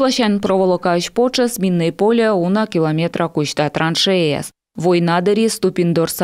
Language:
Komi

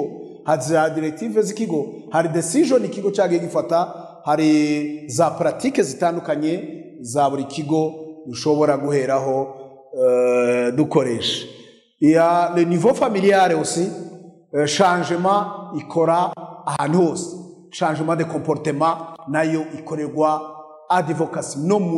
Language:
Kinyarwanda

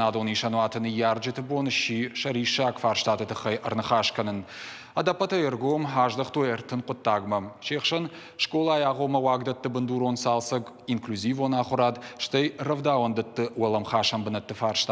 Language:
Ossetic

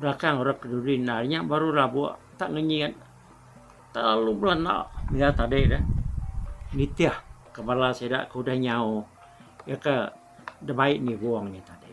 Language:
Iban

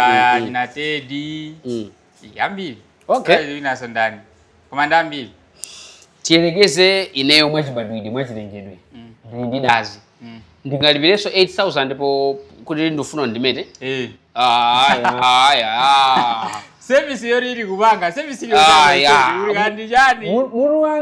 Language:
Nyanja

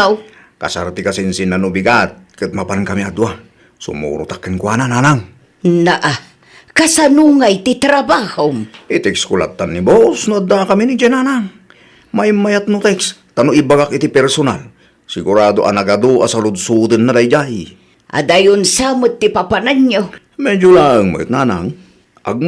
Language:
Iloko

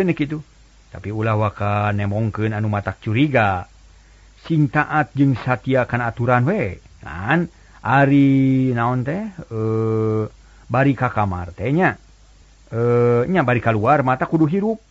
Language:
Sundanese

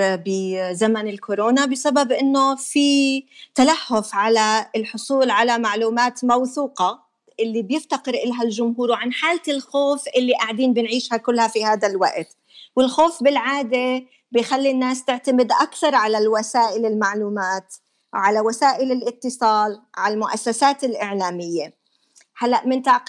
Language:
North Levantine Arabic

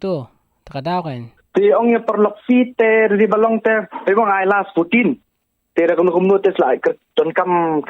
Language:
Khasi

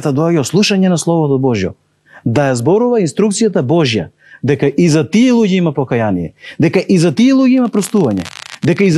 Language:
Macedonian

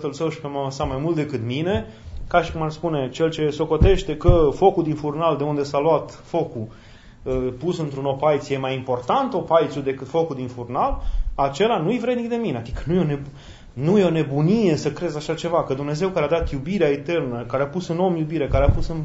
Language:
Romanian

